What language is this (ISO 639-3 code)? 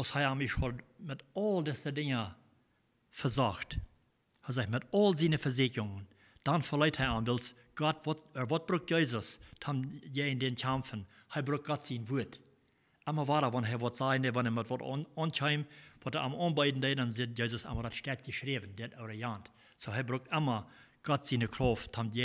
pdt